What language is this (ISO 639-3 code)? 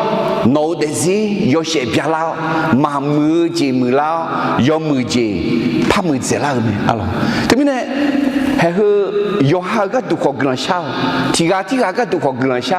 ahk